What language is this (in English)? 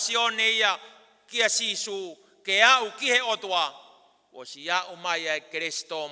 Tongan